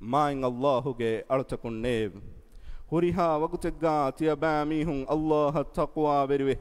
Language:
Divehi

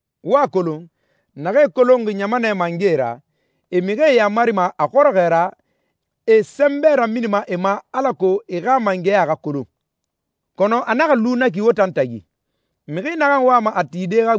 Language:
Susu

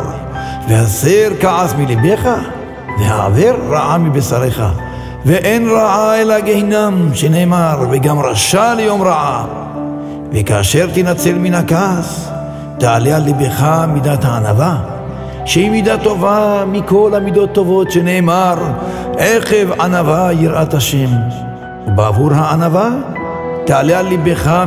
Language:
Hebrew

